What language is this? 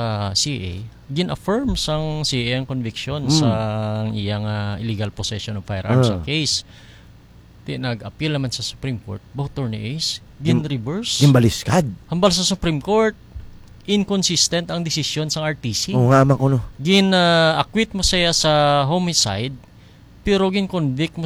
Hiligaynon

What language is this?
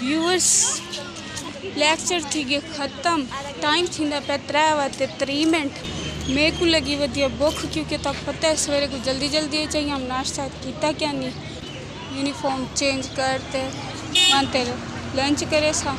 Saraiki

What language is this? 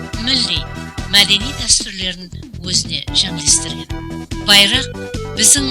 Kara-Kalpak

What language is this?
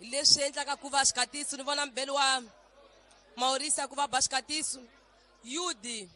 Tsonga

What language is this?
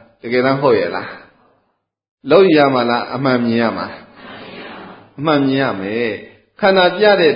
Burmese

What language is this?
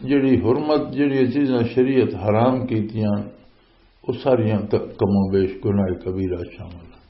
Western Panjabi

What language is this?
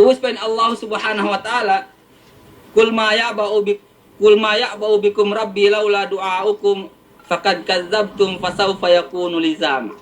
Yakan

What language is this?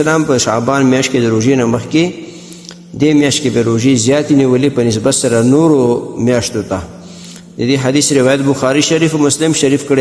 Pashto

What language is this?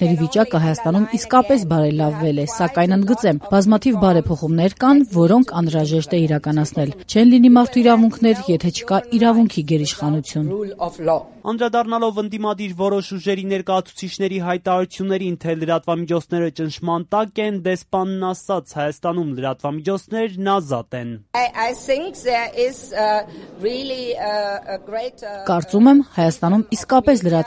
Armenian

